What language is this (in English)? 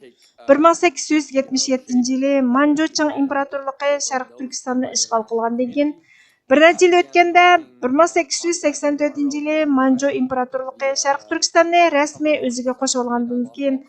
Uyghur